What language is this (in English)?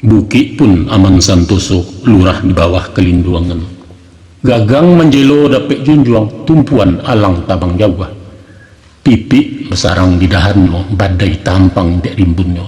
Minangkabau